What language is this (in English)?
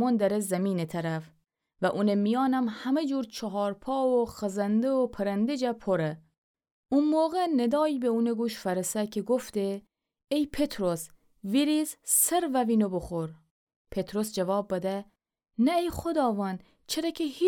Gilaki